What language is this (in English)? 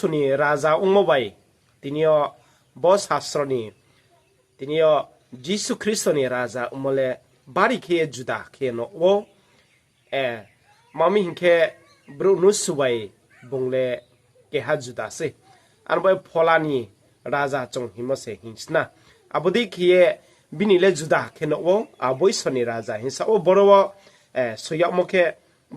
Riang (India)